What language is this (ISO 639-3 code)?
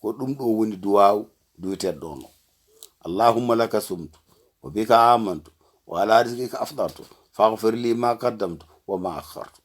ful